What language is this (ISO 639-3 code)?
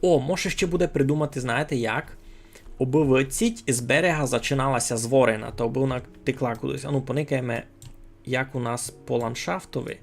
rue